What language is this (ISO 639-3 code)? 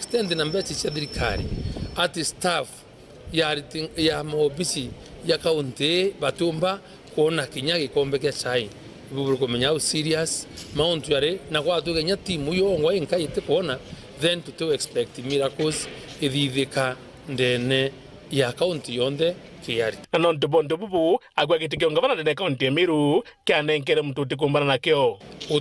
mer